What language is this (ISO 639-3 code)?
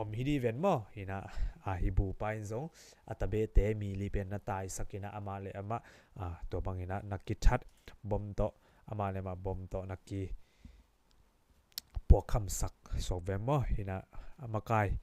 ctd